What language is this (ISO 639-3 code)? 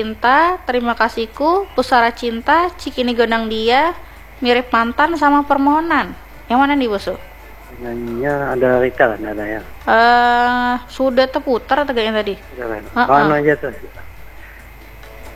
ind